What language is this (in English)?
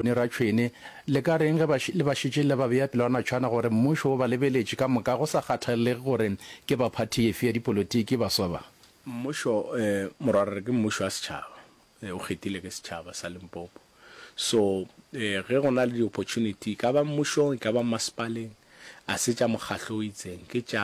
Northern Sotho